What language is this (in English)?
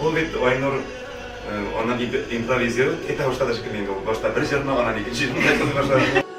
Tatar